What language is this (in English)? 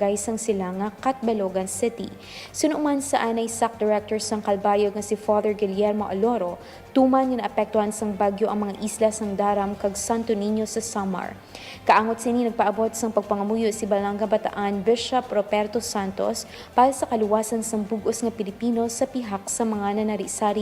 Hiligaynon